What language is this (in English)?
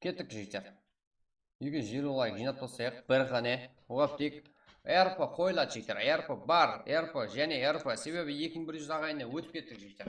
Kara-Kalpak